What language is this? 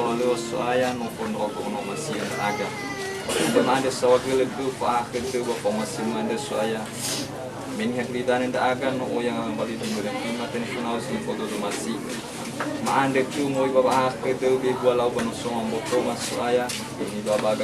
Nias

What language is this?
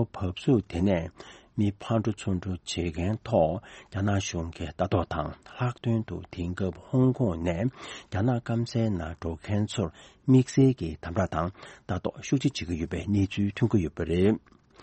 Tibetan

